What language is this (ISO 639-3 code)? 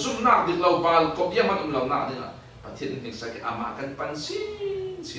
cfm